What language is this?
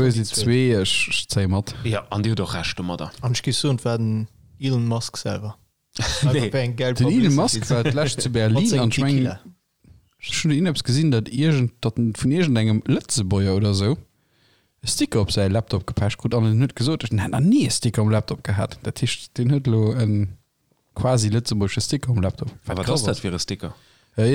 Luxembourgish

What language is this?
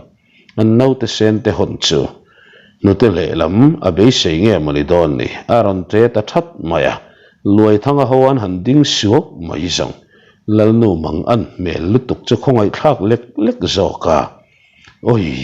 Mizo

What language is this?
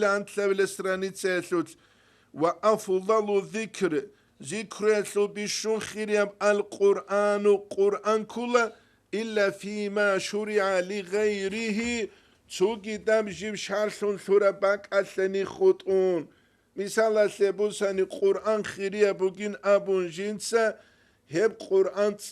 Avaric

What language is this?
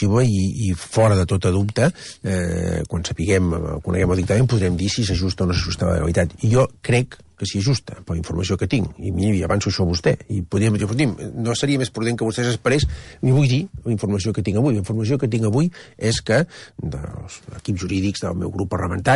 Catalan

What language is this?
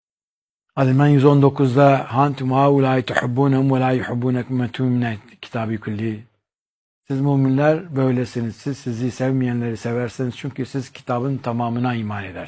Turkish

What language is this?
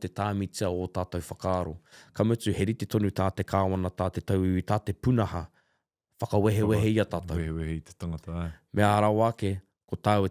Māori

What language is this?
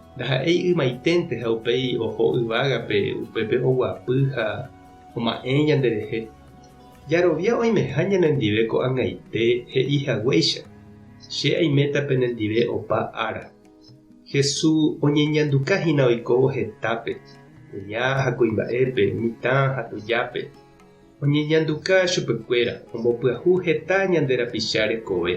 Guarani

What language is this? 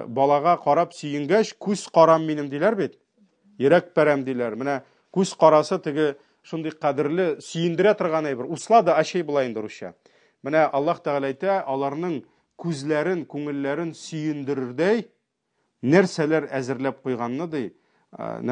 Tatar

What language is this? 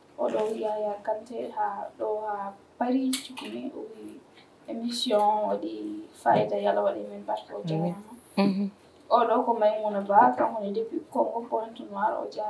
Fula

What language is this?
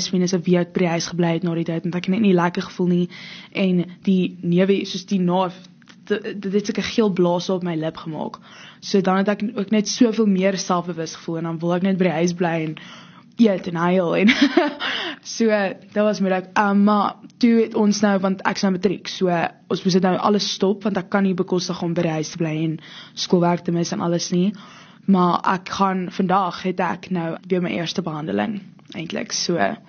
Afrikaans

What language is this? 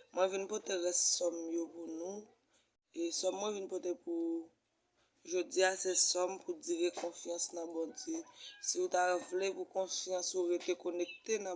Haitian Creole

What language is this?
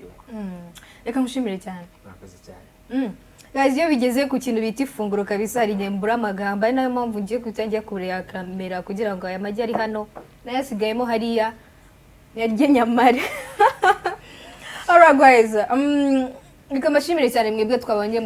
Kinyarwanda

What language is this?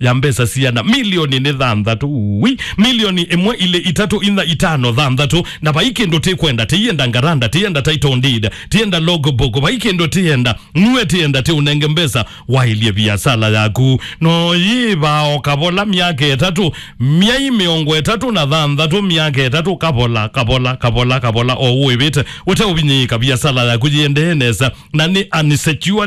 Kamba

